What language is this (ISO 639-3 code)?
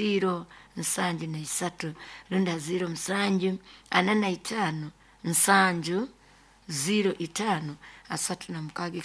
nyo